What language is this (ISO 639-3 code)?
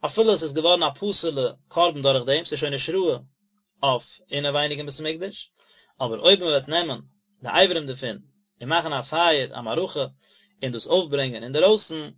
yid